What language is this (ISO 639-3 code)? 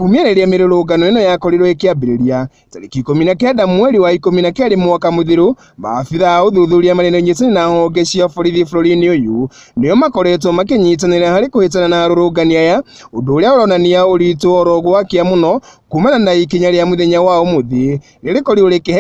kik